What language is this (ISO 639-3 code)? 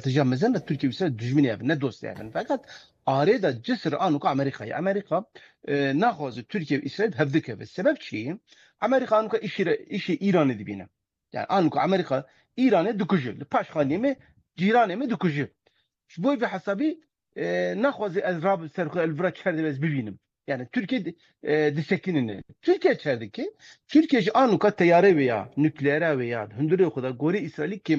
kur